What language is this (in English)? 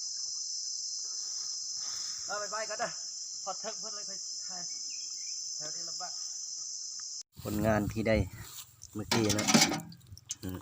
Lao